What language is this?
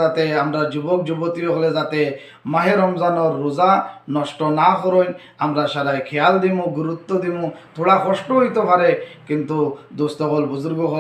Sylheti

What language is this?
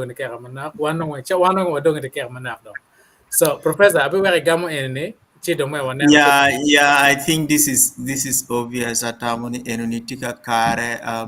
Acoli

